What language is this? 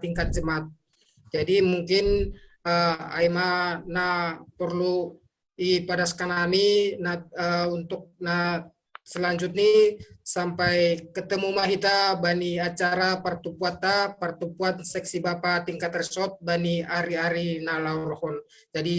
Batak Simalungun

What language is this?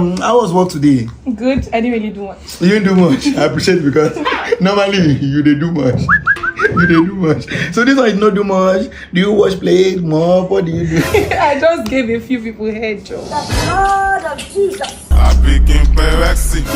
Nigerian Pidgin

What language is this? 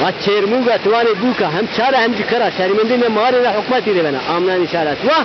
Zaza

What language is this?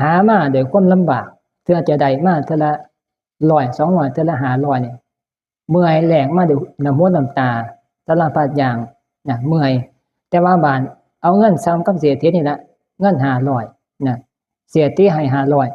Northeastern Thai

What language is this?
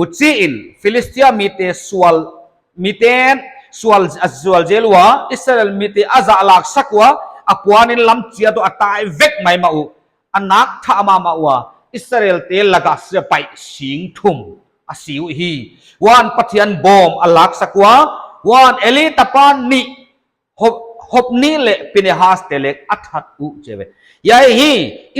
Paite Chin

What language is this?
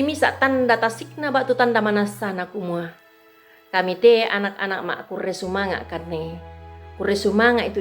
Toraja-Sa'dan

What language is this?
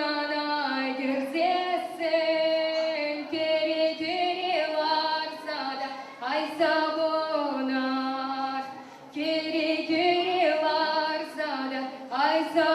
Chuvash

